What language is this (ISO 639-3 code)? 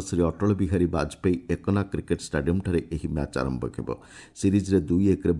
ori